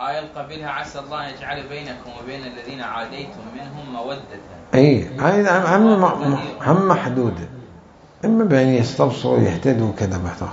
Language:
Mesopotamian Arabic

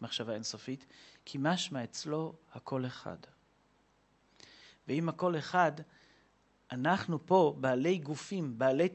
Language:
Hebrew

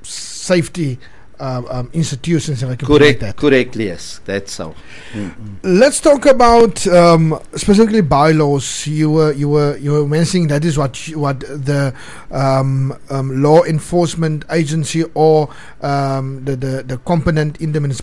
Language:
Afrikaans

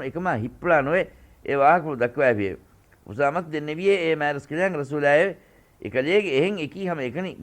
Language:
Divehi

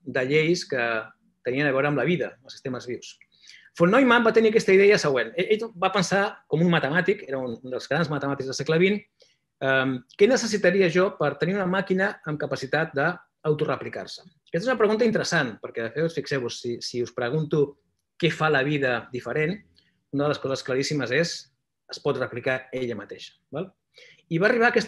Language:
Catalan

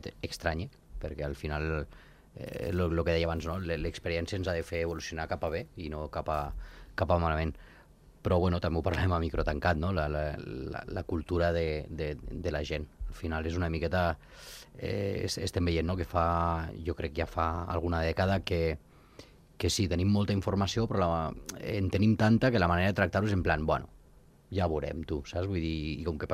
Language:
Catalan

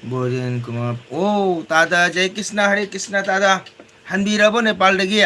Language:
Manipuri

